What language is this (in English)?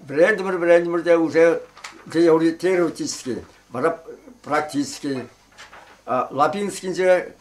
Chuvash